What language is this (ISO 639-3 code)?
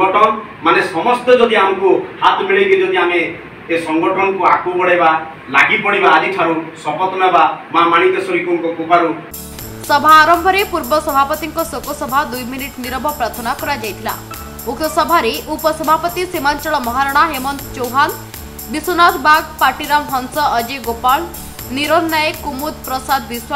ori